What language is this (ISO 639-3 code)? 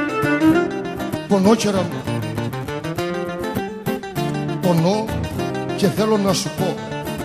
ell